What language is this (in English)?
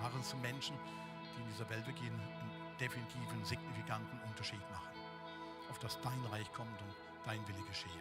Swiss German